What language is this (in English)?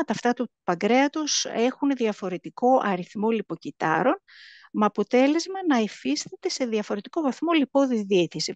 Greek